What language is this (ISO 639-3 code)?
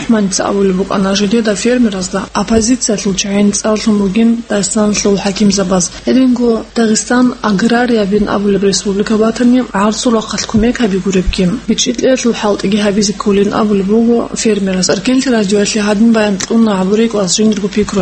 ava